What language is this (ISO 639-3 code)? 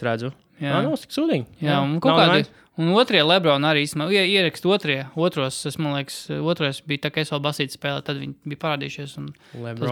lav